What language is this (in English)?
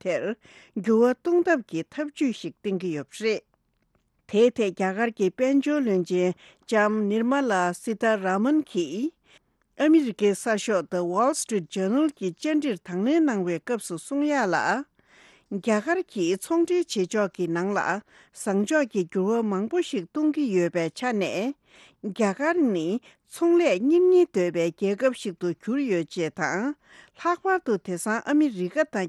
Tibetan